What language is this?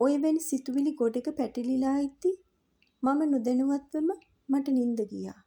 Sinhala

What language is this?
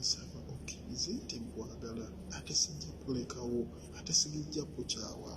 Ganda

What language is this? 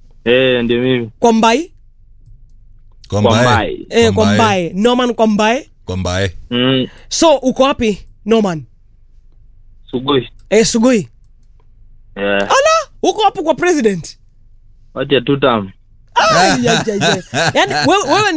Swahili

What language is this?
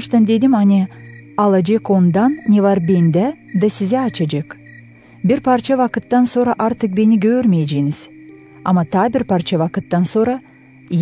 Gagauz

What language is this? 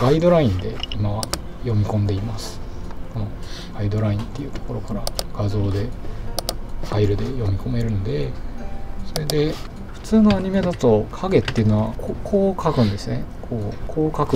Japanese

